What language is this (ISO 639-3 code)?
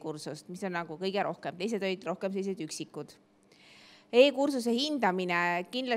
est